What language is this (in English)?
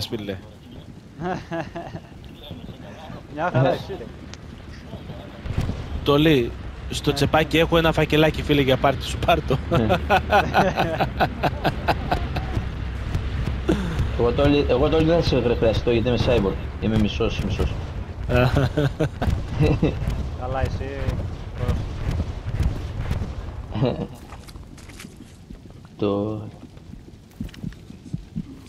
Greek